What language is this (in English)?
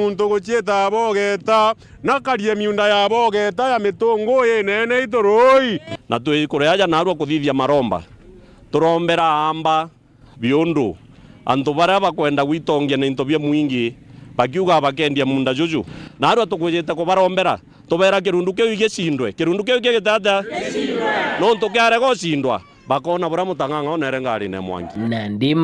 Meru